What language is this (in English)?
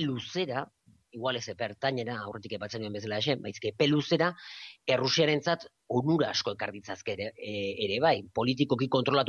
Basque